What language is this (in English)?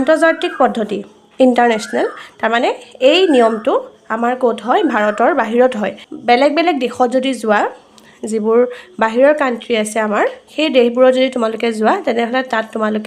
Assamese